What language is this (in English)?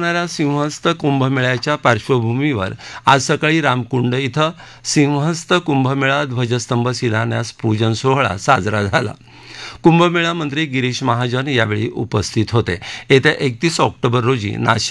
Marathi